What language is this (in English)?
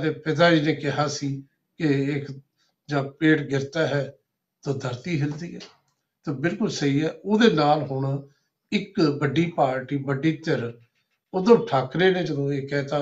Punjabi